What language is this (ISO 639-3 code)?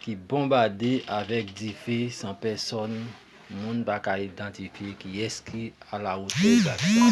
hat